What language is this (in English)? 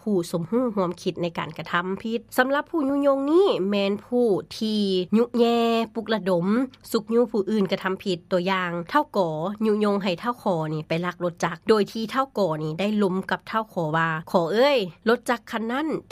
Lao